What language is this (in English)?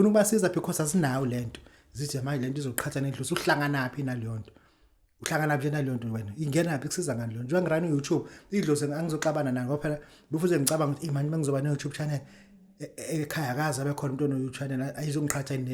Zulu